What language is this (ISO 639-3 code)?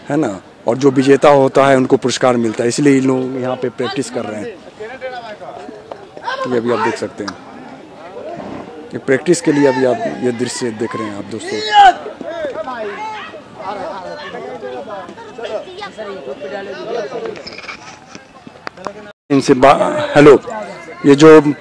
hin